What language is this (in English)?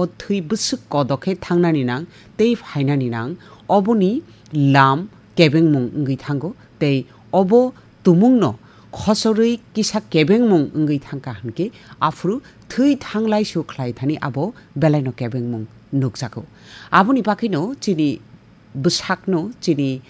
Kok Borok